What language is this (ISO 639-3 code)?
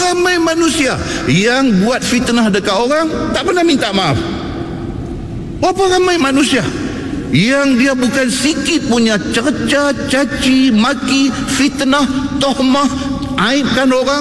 msa